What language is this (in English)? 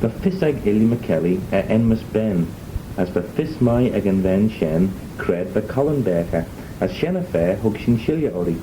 Manx